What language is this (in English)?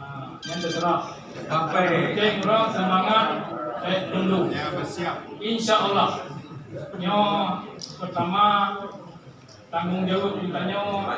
Achinese